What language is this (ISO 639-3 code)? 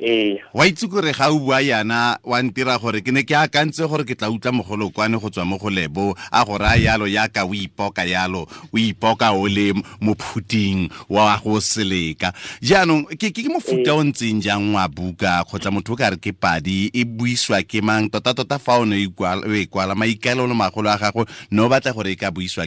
tsn